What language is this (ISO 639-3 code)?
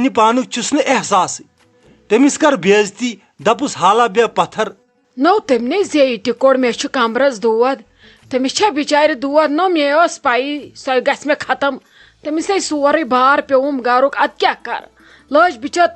kas